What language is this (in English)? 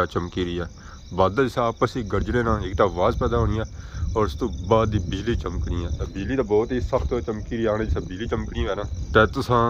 Pahari-Potwari